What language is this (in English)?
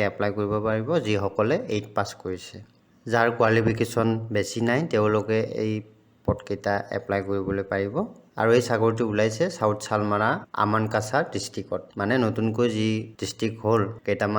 Assamese